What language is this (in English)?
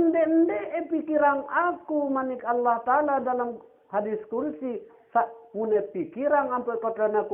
Sasak